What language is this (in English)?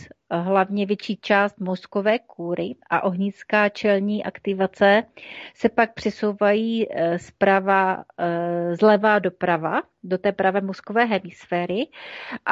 Czech